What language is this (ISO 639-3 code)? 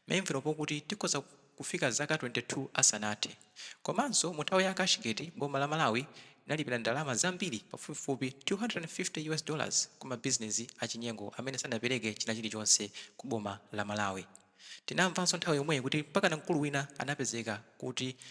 nya